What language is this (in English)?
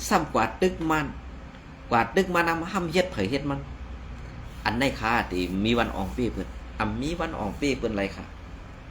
Shan